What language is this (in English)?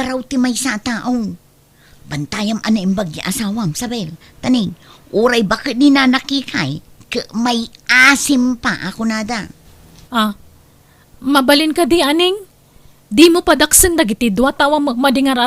Iloko